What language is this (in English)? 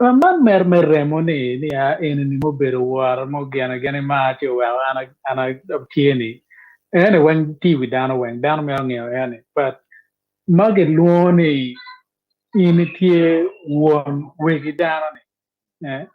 Acoli